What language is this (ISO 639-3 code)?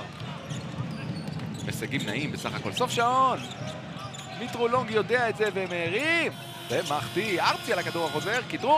heb